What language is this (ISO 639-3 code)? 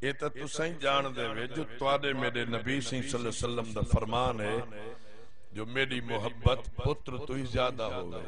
skr